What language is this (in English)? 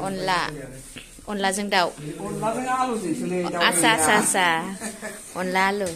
Bodo